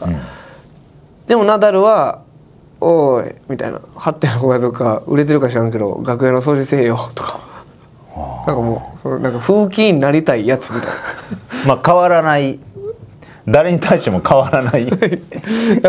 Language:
Japanese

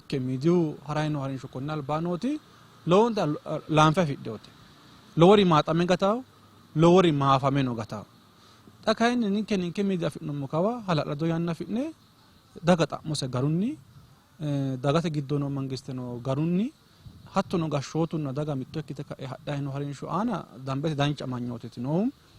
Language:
Sidamo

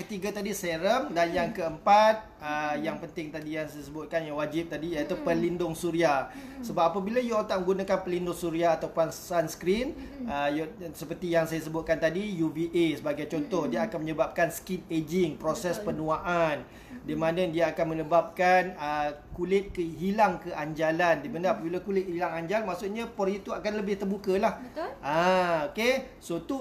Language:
Malay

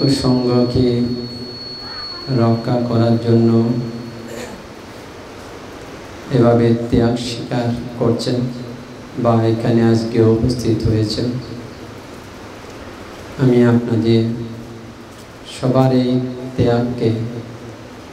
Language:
Bangla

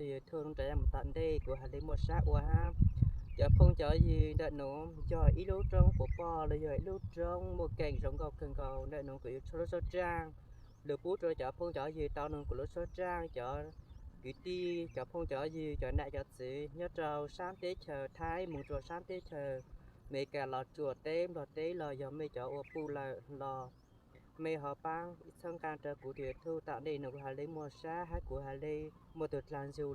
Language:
Hmong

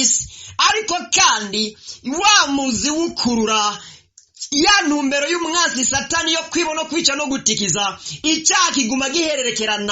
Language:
Rundi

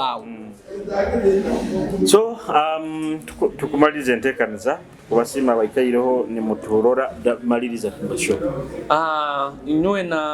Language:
Nyoro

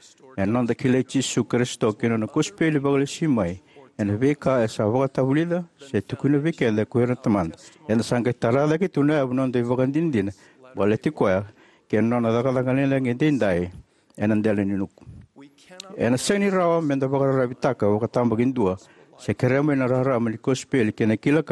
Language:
Fijian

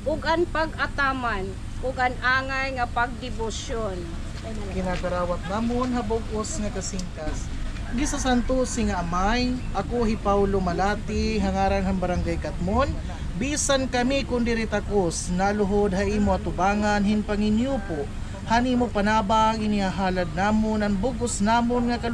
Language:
Waray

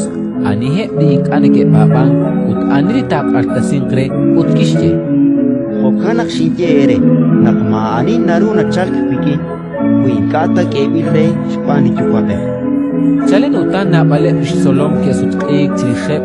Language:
Kekchí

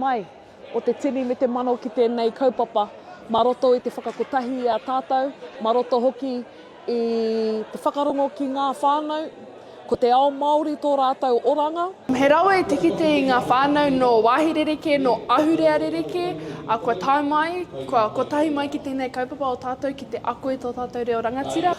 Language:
Māori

